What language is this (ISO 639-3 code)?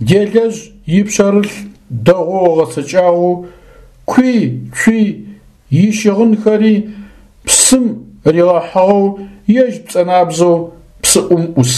ady